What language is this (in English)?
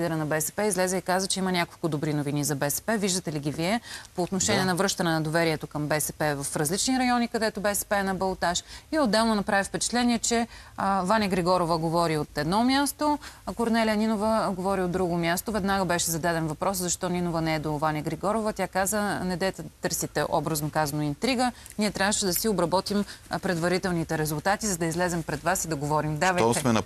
Bulgarian